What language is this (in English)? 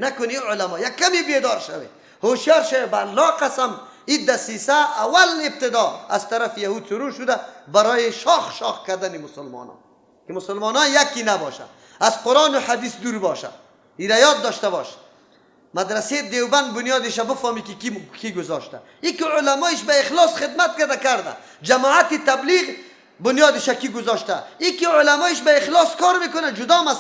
Persian